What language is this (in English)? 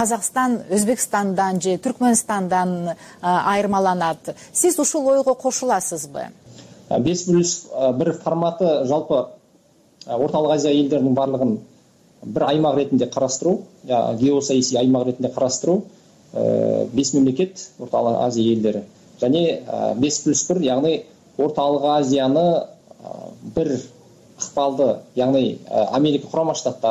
Kyrgyz